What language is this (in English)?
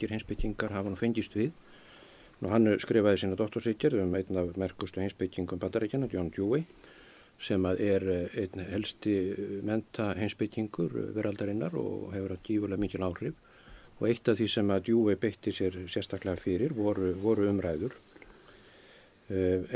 Icelandic